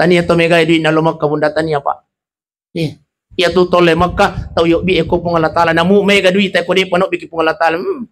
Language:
Buginese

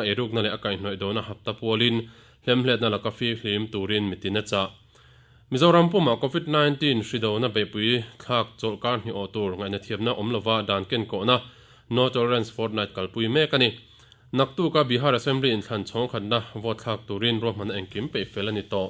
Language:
Mizo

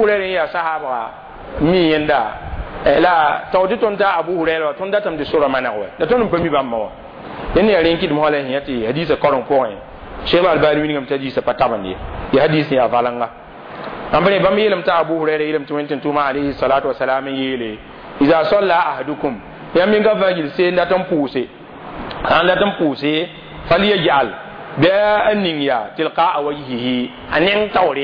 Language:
Mossi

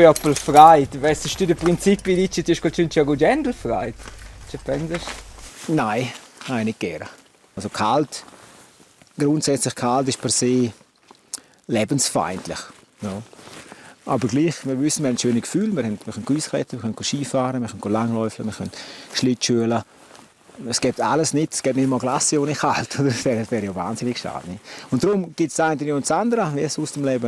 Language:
Romansh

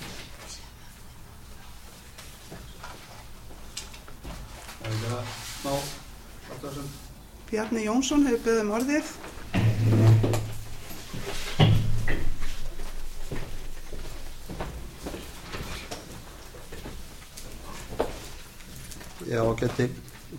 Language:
Icelandic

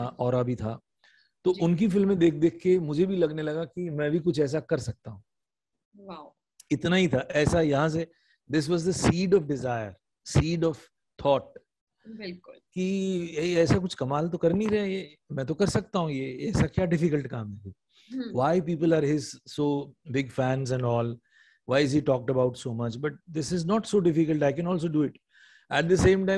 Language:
Hindi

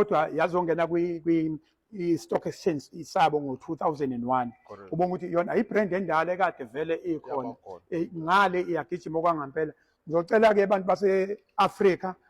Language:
Zulu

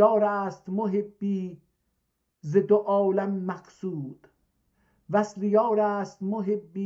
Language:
South Azerbaijani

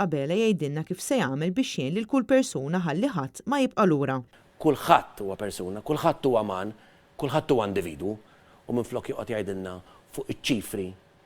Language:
Maltese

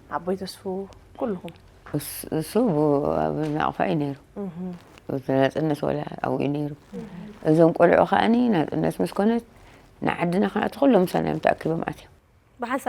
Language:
Tigrinya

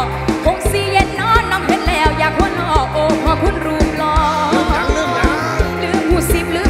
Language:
Thai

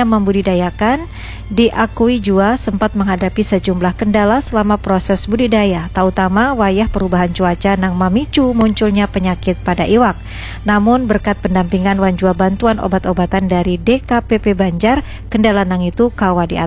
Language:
Banjar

